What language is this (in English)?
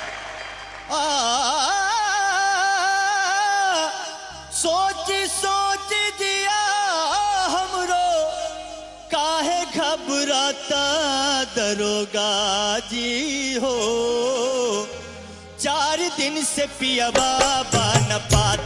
Bhojpuri